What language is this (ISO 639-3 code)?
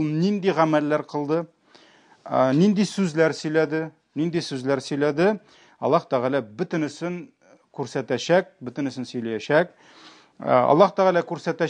tat